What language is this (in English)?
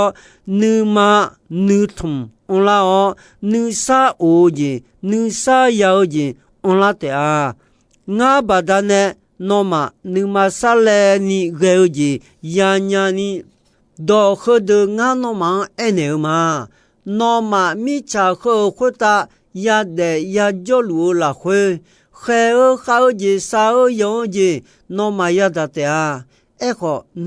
Akha